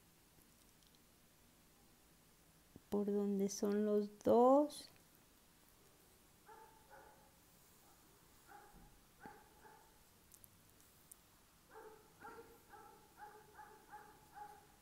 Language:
Spanish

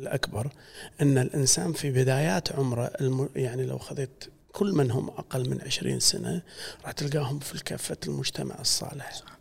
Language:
Gulf Arabic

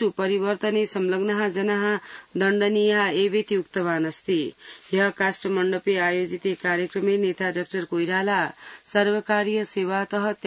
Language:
Sanskrit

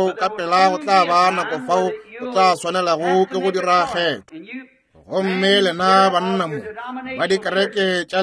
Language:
Northern Sotho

